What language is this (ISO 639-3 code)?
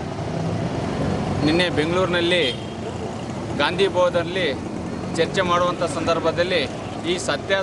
kan